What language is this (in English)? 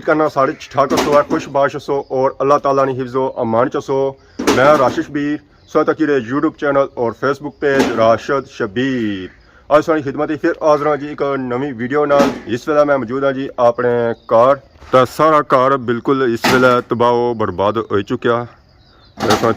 Pahari-Potwari